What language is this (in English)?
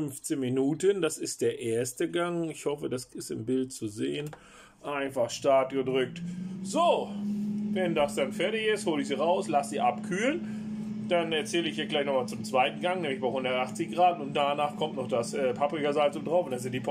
German